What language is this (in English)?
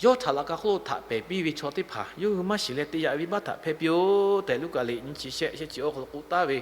Lahu